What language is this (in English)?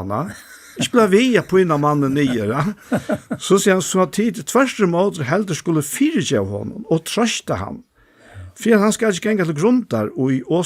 Faroese